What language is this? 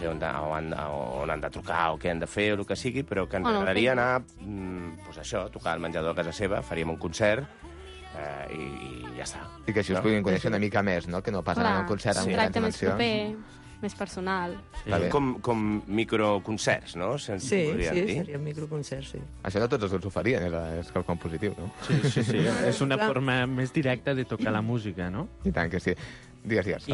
Catalan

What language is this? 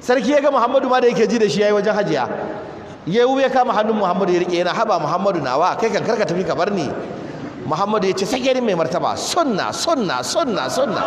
Hausa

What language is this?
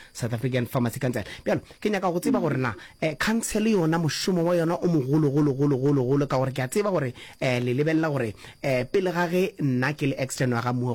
Northern Sotho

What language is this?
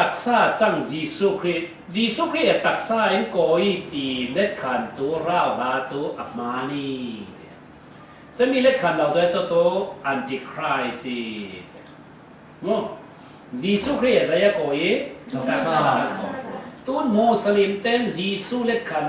Falam Chin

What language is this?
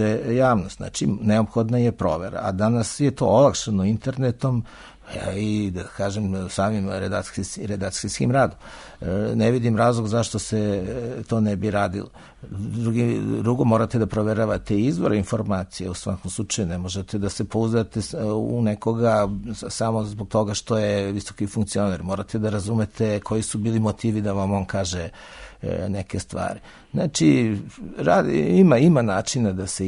Serbian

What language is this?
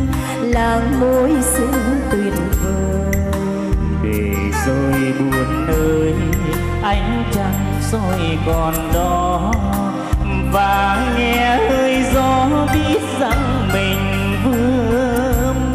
Vietnamese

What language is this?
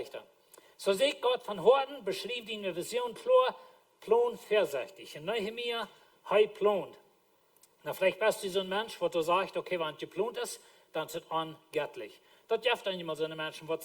Plautdietsch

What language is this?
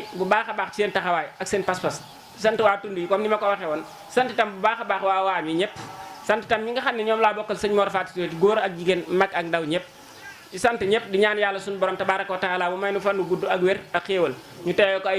Wolof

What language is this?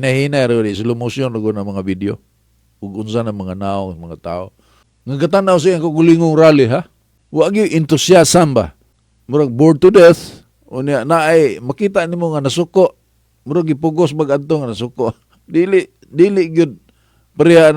Cebuano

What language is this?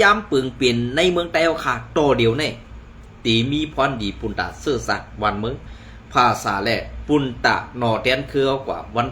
Shan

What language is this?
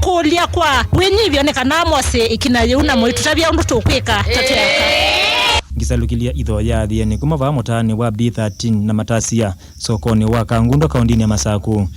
Kamba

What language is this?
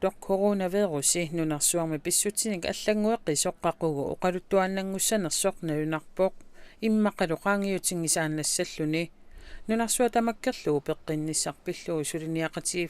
Kalaallisut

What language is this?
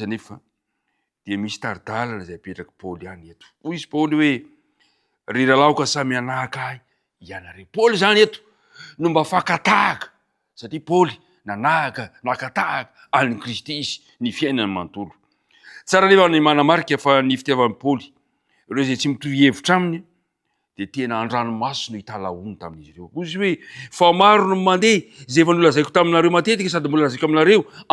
Malagasy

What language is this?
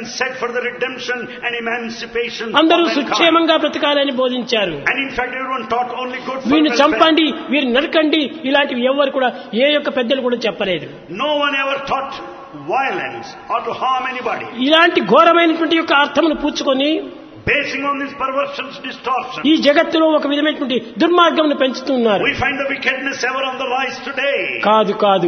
Telugu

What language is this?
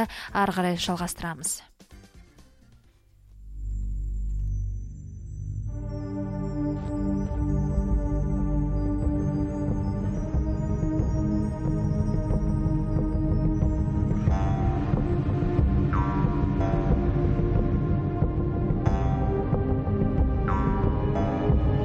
Kazakh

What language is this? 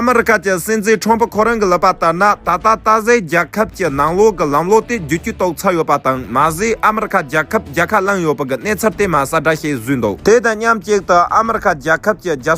Tibetan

